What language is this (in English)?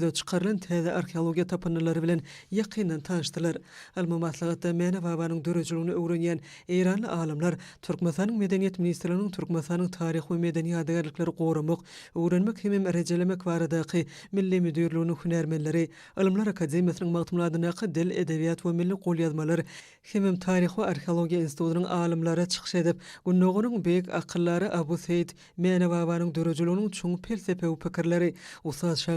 Turkmen